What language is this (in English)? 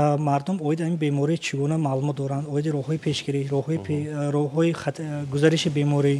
Tajik